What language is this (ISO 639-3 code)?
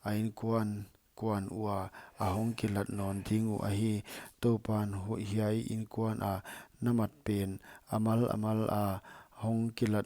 pck